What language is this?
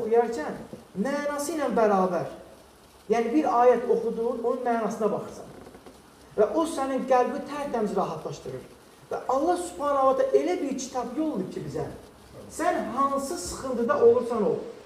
Azerbaijani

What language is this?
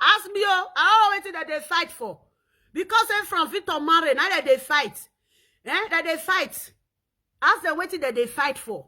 Nigerian Pidgin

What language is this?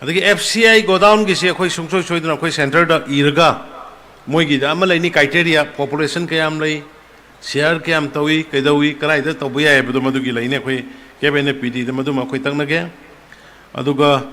Manipuri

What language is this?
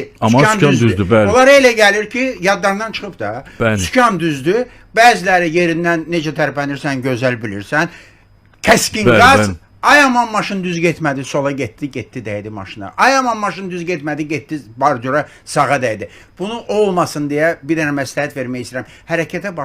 Azerbaijani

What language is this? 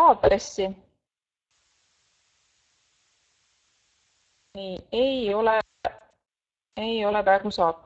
Estonian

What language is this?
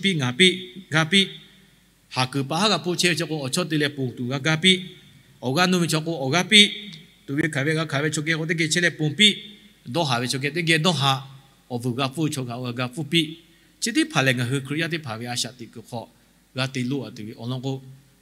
Lahu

